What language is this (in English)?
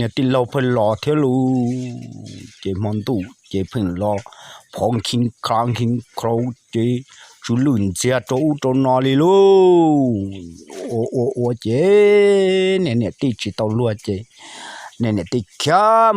Hmong